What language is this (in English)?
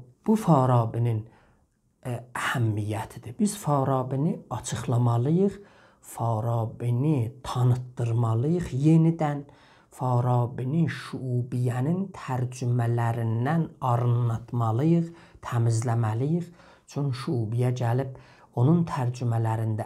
South Azerbaijani